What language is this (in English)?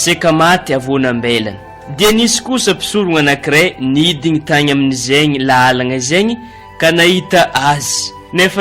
Malagasy